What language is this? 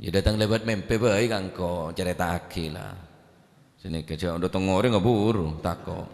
Madurese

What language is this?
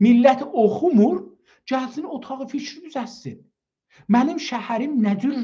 South Azerbaijani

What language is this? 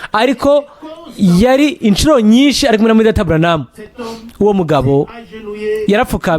Rundi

